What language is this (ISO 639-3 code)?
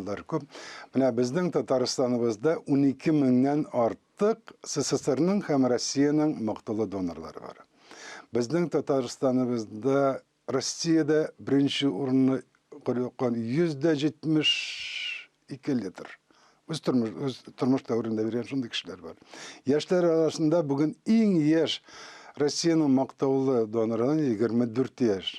tat